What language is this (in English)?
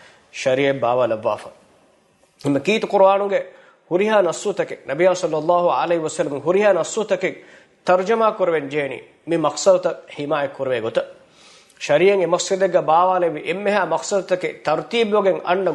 Divehi